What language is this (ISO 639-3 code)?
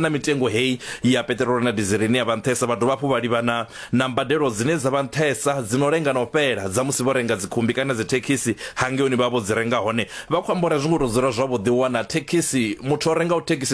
ven